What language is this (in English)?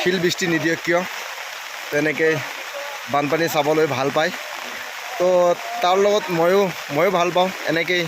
Assamese